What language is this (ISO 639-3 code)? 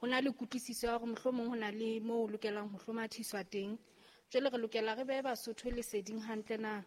sot